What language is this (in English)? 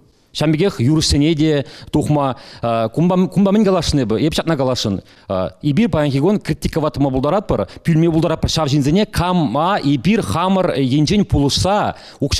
Chuvash